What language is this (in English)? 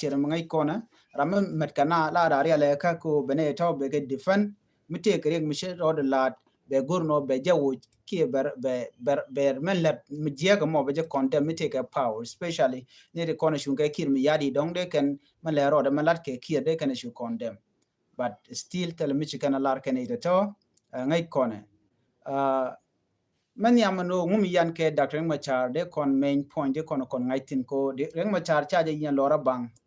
Nuer